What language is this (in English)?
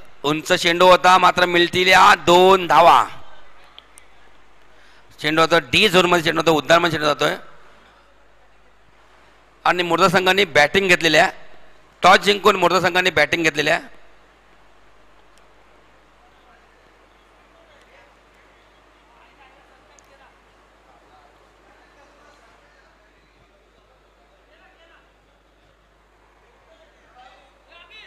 Marathi